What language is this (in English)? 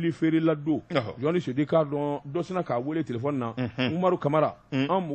Bambara